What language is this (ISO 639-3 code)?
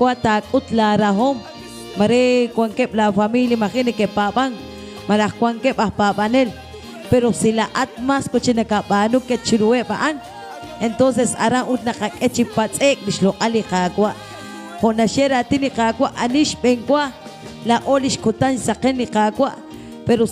kek